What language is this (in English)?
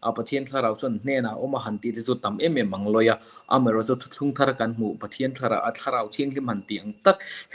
Mizo